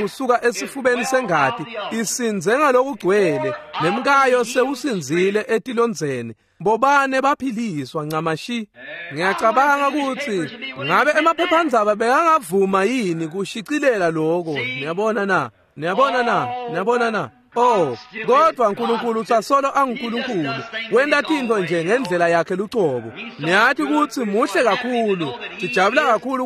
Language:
Swati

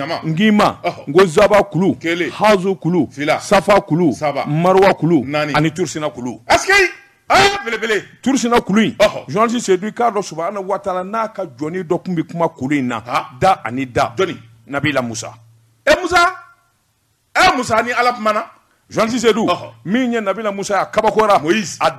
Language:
Bambara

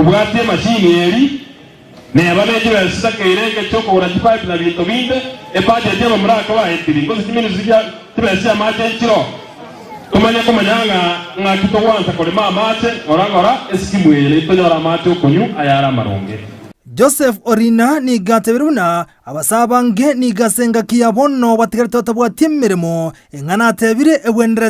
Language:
Gusii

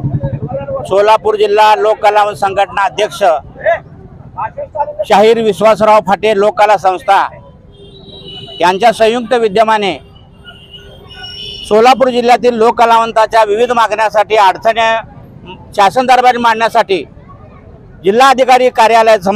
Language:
Marathi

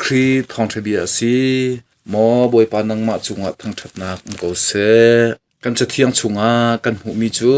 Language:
Hakha Chin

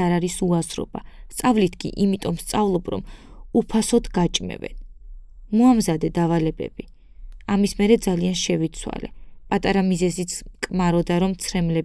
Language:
Georgian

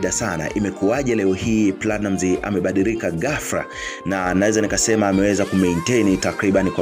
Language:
Swahili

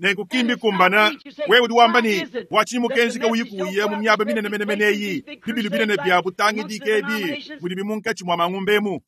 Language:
Luba-Lulua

